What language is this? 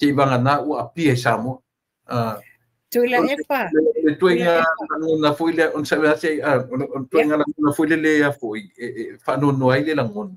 Samoan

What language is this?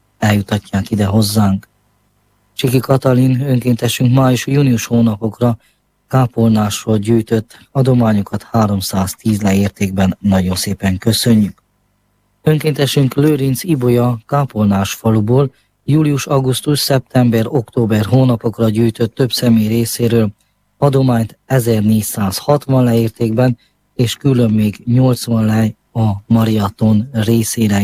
Hungarian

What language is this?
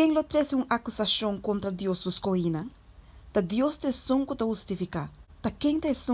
Papiamento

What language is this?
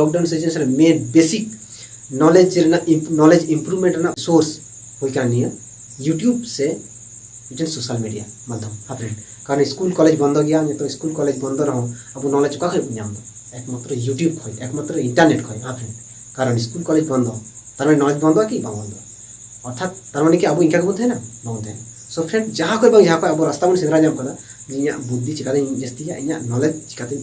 Santali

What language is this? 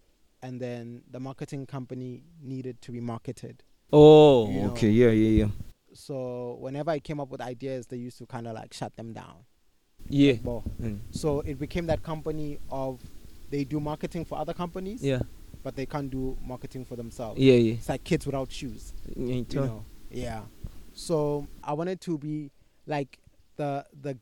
English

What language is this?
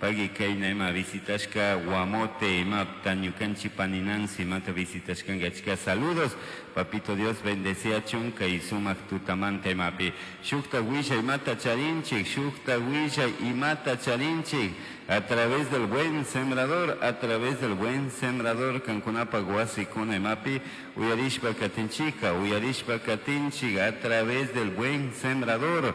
Chimborazo Highland Quichua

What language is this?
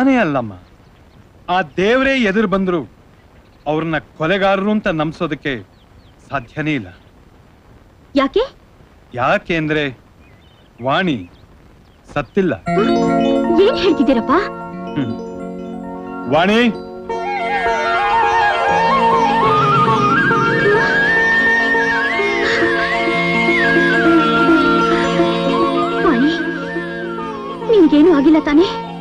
Kannada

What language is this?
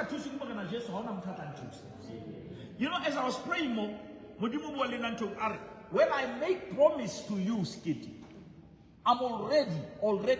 Southern Sotho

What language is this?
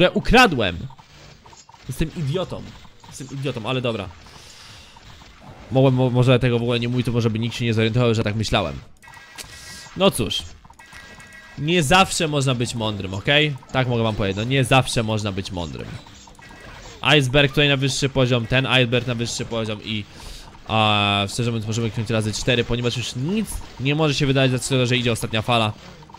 Polish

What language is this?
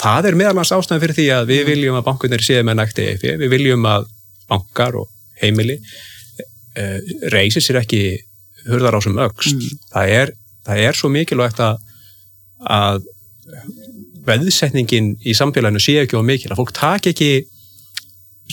Icelandic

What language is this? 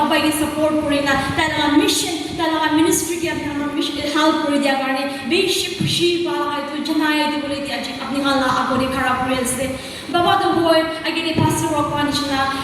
Yimchungru Naga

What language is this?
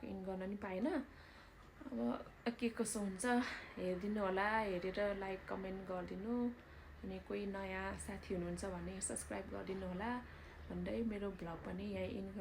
Nepali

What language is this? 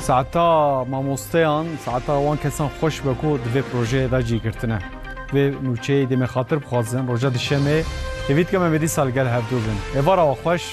Kurdish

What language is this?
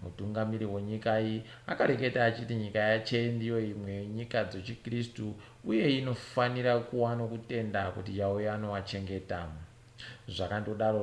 Ndau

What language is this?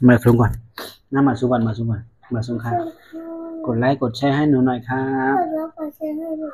Shan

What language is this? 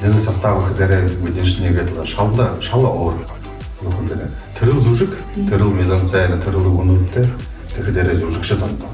Buriat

